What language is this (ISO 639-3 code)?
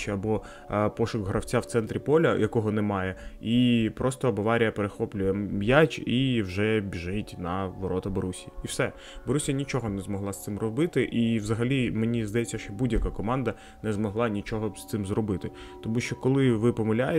ukr